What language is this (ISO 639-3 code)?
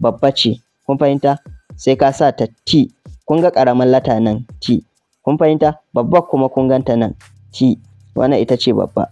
hau